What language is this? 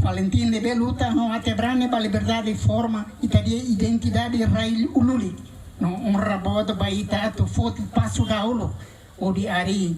Tetum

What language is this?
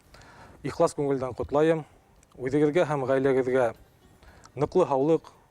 Bashkir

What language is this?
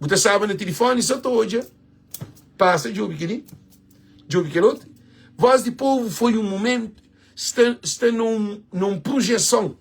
Kabuverdianu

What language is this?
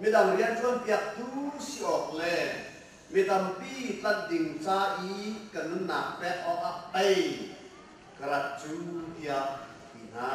Hakha Chin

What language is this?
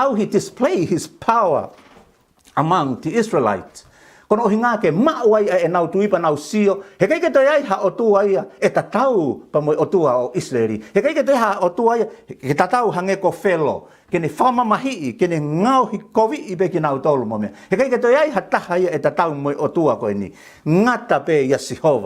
Tongan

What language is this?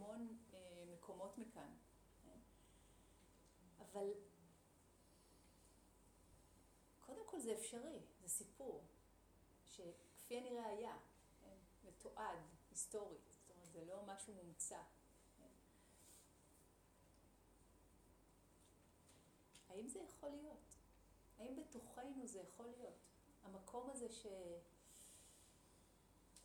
Hebrew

